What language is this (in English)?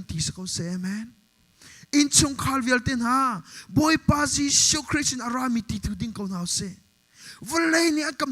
Hakha Chin